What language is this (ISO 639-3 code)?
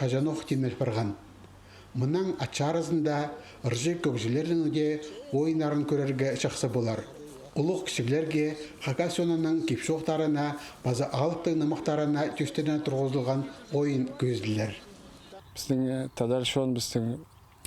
kjh